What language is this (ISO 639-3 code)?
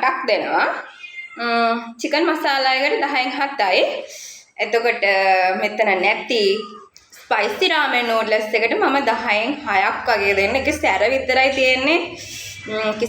sin